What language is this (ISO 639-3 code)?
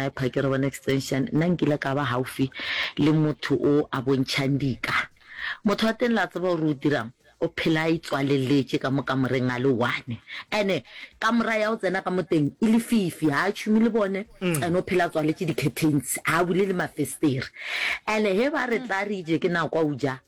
nso